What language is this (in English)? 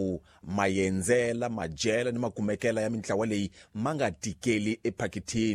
Tsonga